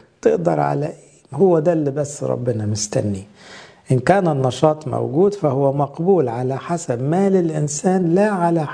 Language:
Egyptian Arabic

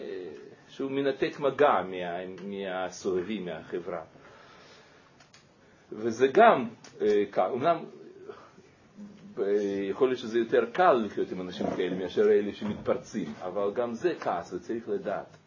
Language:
Hebrew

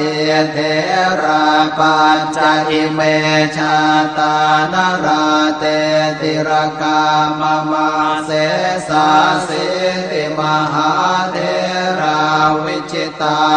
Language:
Pali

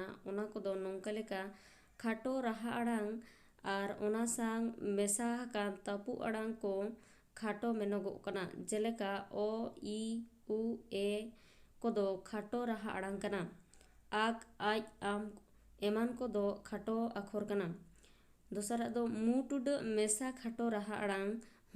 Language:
Santali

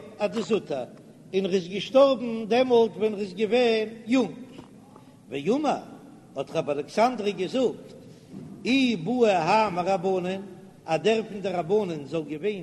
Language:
Yiddish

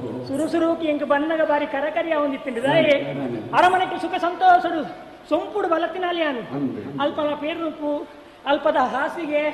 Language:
Tulu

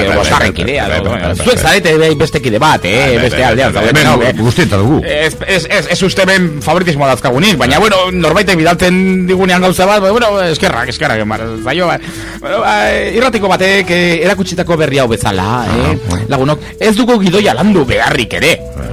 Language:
Basque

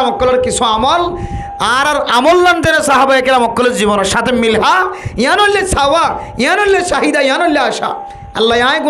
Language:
Rohingya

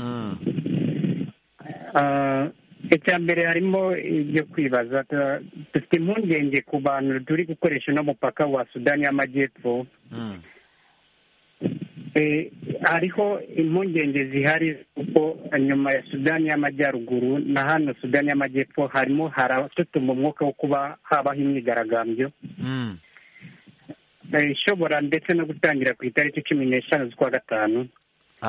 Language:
Kinyarwanda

